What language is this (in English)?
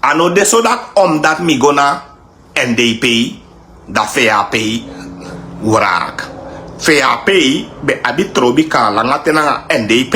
Sranan Tongo